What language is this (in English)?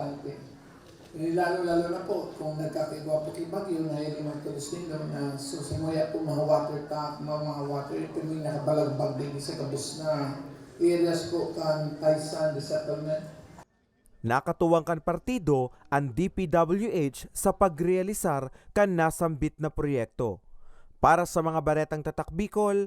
Bikol